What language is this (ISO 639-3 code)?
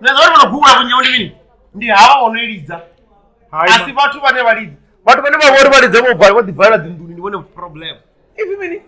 ven